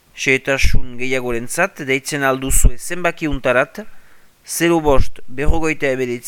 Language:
Basque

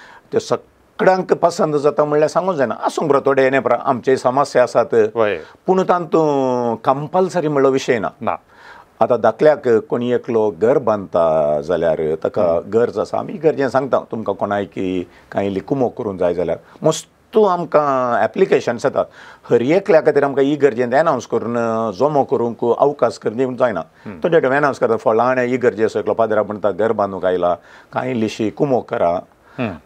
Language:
Konkani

